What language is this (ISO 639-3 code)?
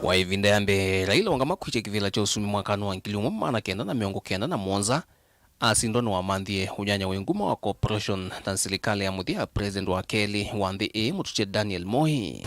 kam